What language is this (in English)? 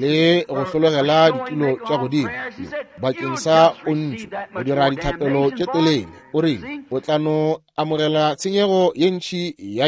Northern Sotho